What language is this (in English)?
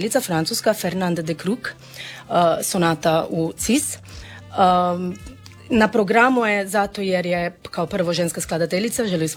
Croatian